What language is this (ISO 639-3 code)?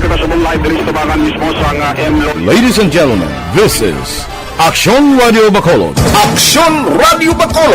hil